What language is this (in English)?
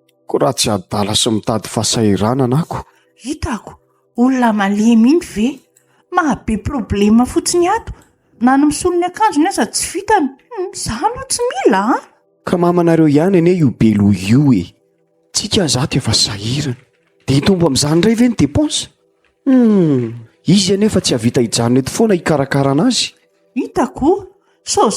Malagasy